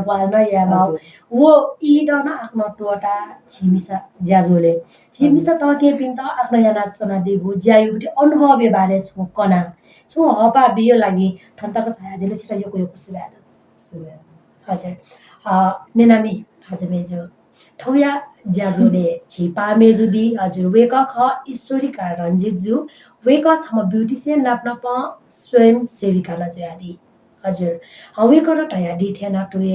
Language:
Newari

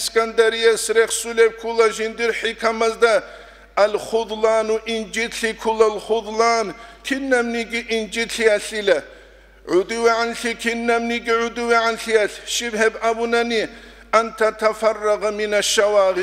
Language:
Avaric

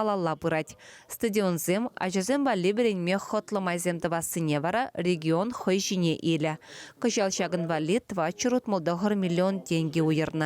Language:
Chuvash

